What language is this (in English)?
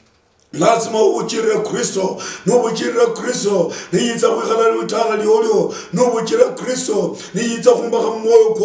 Luyia